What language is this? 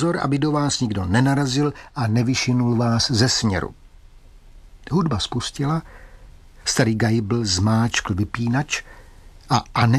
Czech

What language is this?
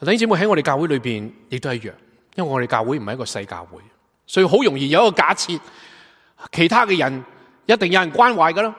Cantonese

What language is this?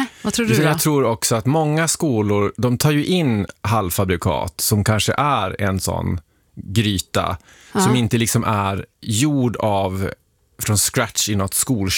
Swedish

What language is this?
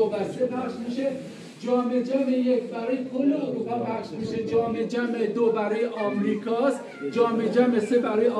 South Azerbaijani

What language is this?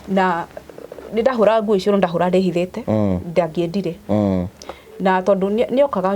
Kikuyu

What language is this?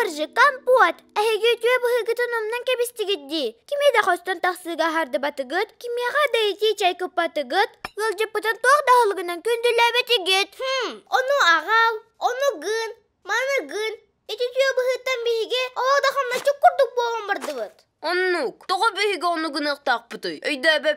Yakut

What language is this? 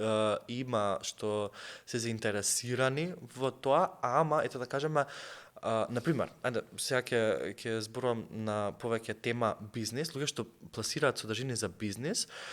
Macedonian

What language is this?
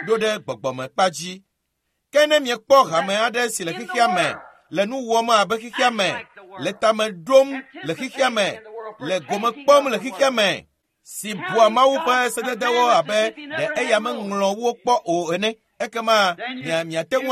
Ewe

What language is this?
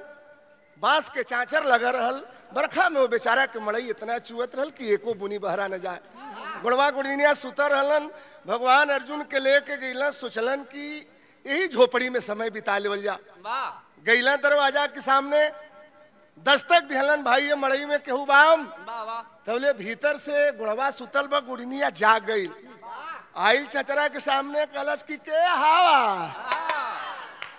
Bhojpuri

